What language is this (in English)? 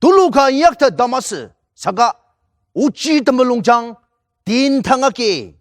Ao Naga